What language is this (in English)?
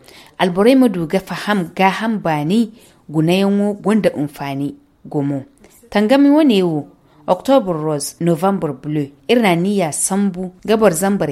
Zarma